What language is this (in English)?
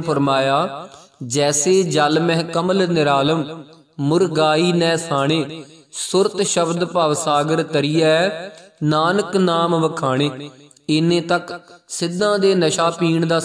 Punjabi